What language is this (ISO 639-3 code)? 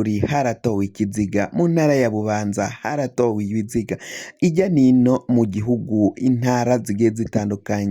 run